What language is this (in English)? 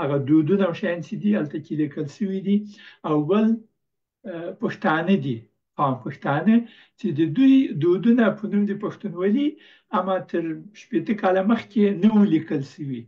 Pashto